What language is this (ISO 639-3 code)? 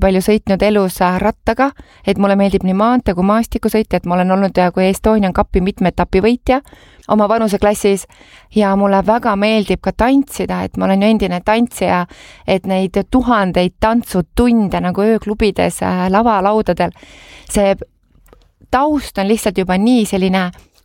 est